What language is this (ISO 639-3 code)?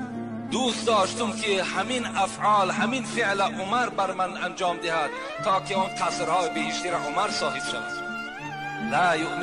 tgk